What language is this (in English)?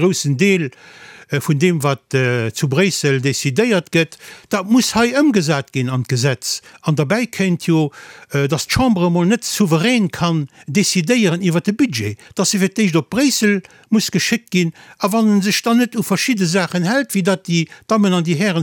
Luxembourgish